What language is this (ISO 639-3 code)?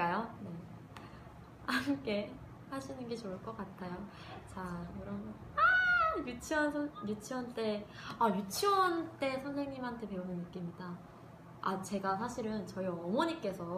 kor